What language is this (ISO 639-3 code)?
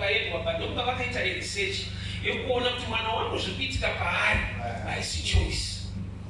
sna